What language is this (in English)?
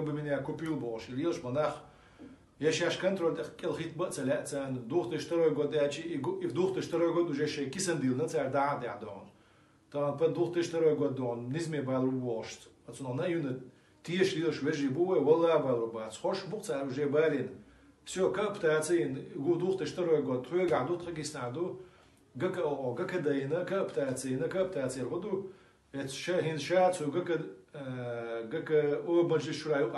Chechen